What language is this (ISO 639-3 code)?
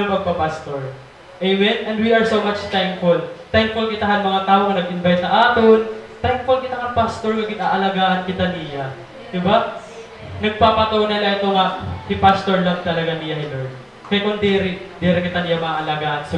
war